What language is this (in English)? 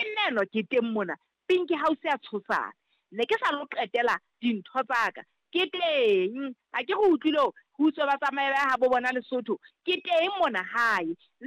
Southern Sotho